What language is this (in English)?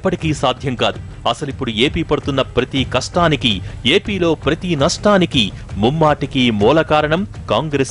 Telugu